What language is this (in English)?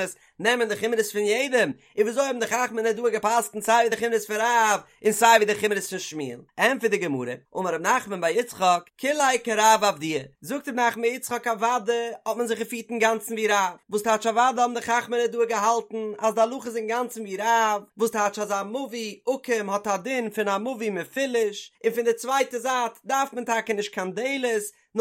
Yiddish